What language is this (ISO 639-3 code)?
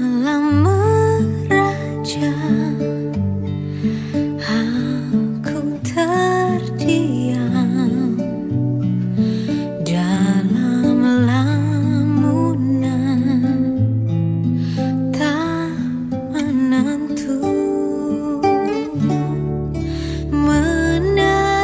ind